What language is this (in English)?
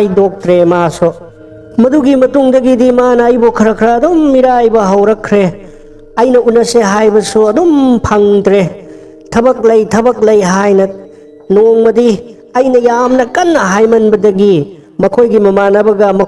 Manipuri